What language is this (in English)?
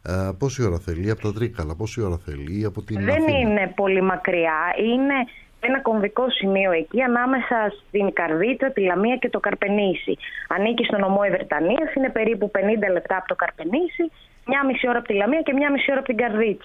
Greek